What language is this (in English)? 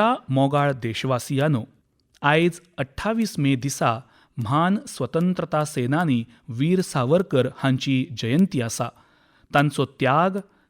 Konkani